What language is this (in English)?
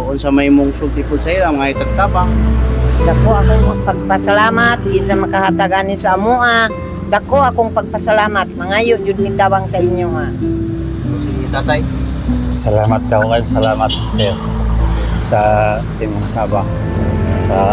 Cebuano